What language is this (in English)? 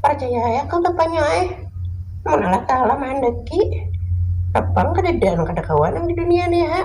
Banjar